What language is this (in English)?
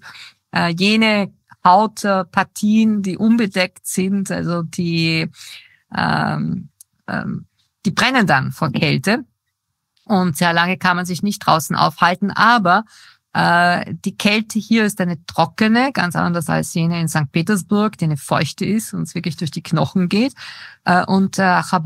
German